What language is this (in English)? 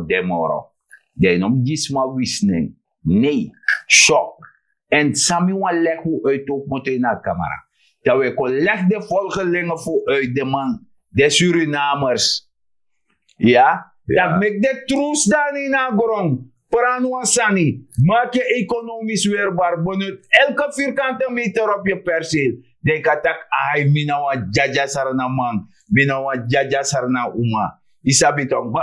Sranan Tongo